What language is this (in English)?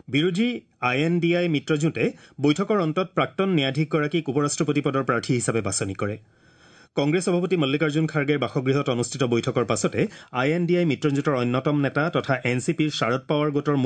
Assamese